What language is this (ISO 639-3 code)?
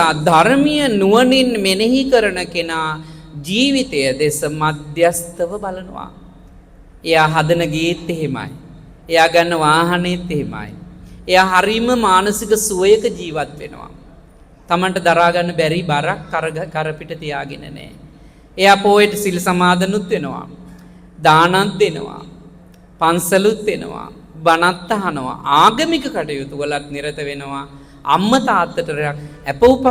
sin